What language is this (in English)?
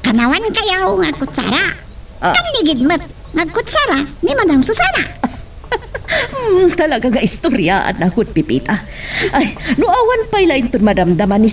Iloko